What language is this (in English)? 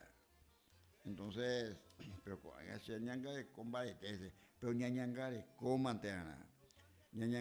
Guarani